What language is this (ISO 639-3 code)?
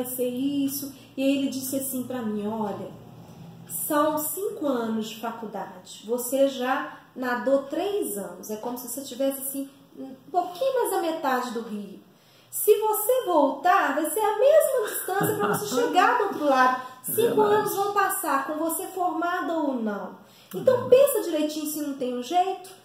por